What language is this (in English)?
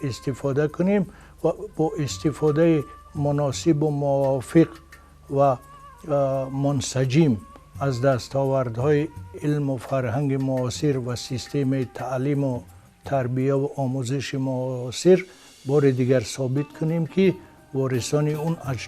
Tajik